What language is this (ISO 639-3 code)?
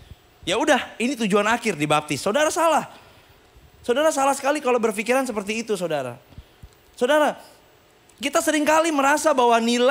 ind